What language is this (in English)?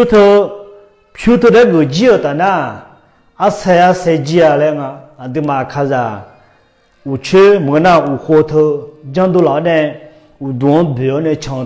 Akha